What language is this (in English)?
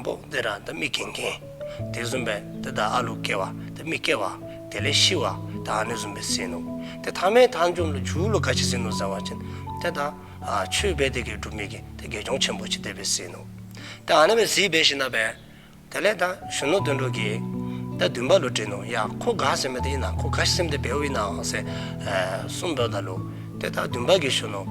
Dzongkha